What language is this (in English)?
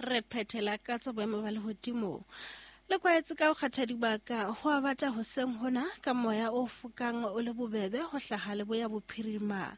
Southern Sotho